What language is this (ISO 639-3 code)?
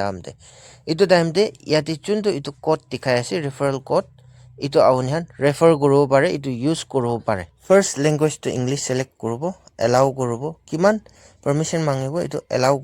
nag